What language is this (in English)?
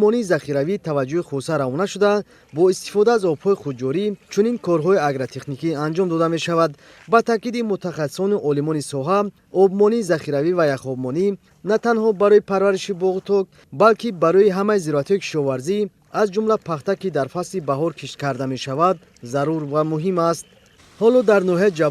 Tajik